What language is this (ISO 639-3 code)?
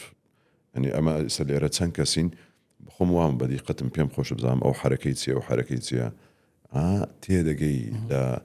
ckb